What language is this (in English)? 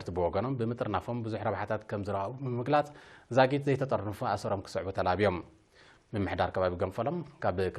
Tigrinya